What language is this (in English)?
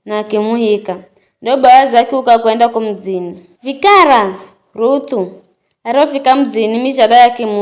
Giryama